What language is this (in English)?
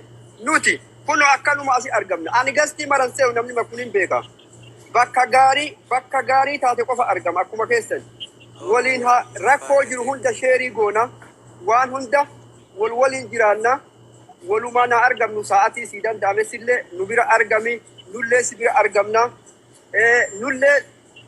Oromo